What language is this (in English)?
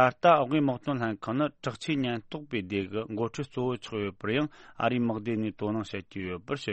Tibetan